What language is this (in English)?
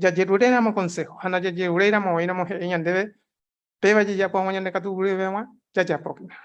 Guarani